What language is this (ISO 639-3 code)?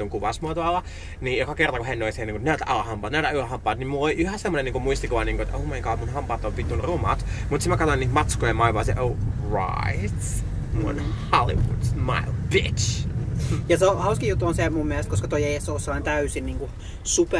fin